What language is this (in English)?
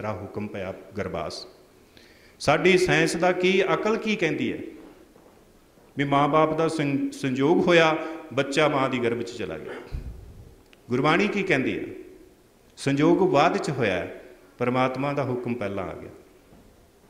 Punjabi